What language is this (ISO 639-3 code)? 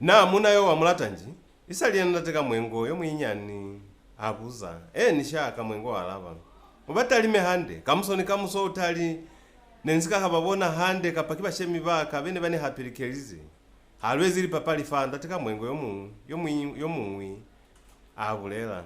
loz